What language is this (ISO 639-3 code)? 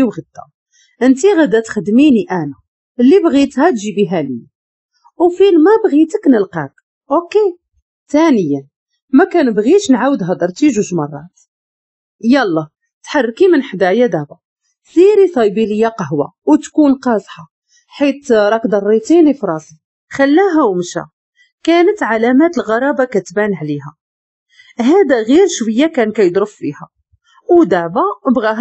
ary